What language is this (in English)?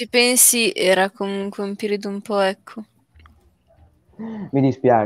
Italian